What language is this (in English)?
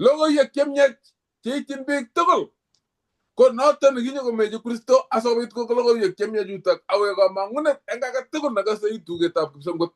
Kalenjin